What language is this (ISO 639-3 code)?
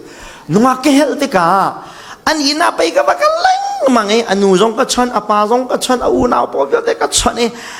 cfm